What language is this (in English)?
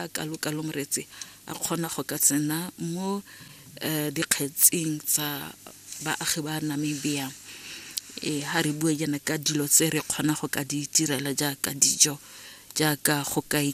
Tswana